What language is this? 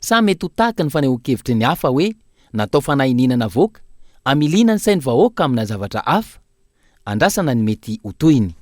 Malagasy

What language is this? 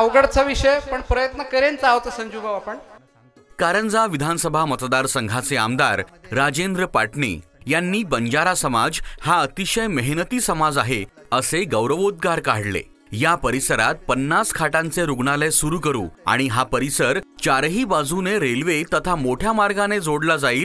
Marathi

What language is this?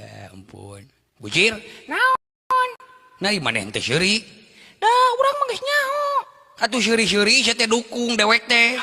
Sundanese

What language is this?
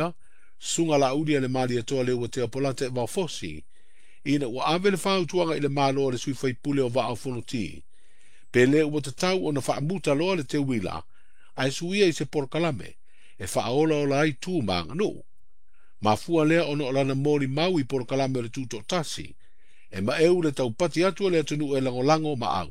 Samoan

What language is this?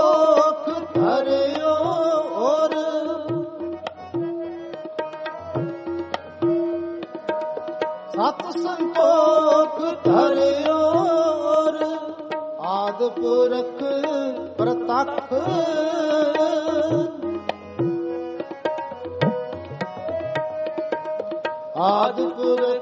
Punjabi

